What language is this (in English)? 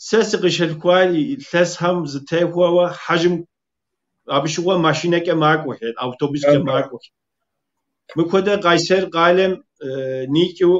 Kabardian